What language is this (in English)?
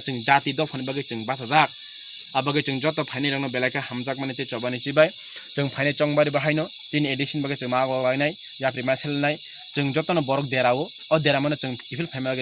Kok Borok